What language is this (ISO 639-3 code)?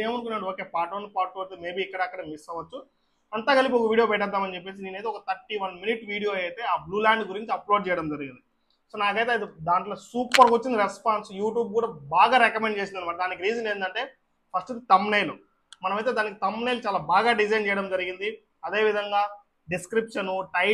tel